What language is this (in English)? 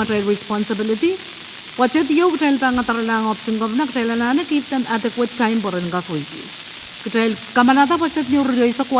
Pohnpeian